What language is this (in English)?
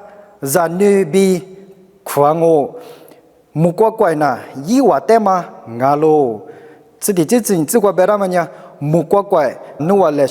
Lisu